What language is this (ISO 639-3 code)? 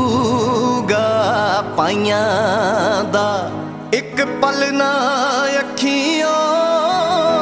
pan